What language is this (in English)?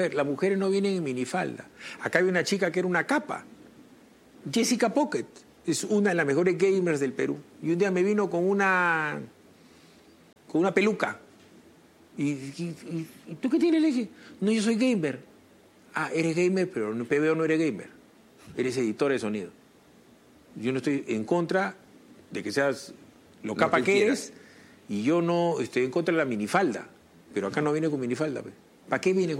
Spanish